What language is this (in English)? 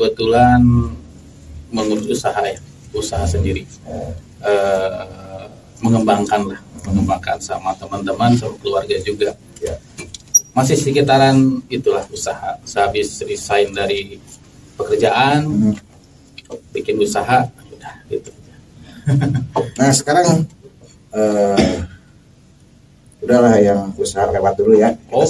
Indonesian